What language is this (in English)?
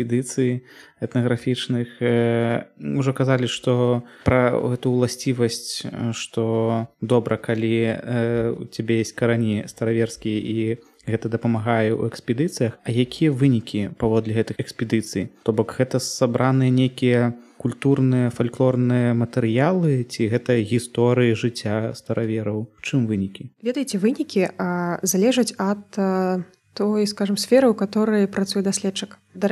Belarusian